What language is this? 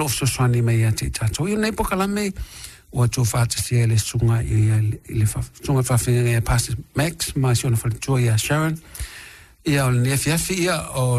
Samoan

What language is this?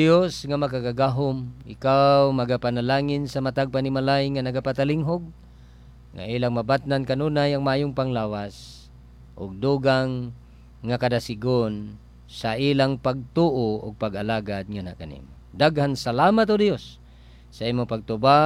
Cebuano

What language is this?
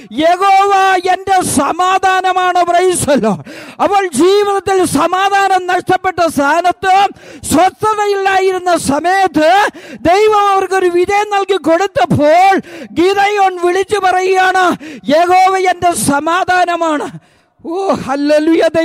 Malayalam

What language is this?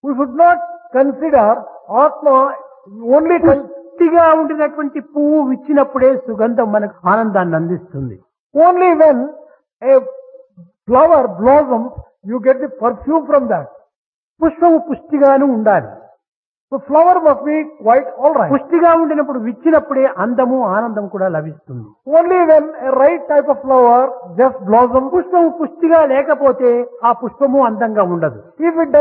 Telugu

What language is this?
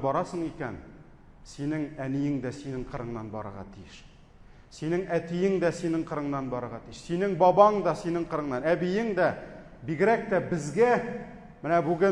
Tatar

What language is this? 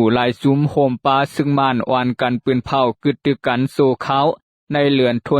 Shan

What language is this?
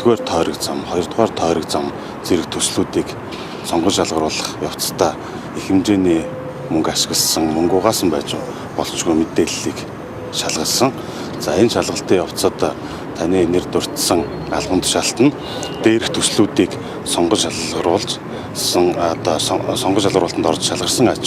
Mongolian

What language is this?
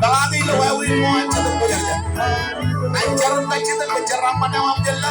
Marshallese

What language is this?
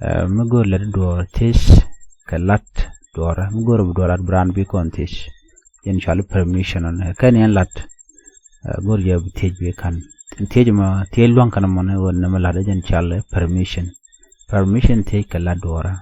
Nuer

